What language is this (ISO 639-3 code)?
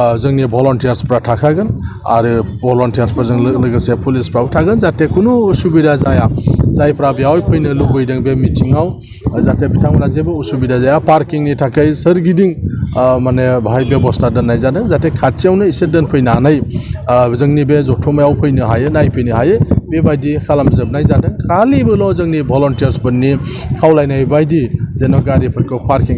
brx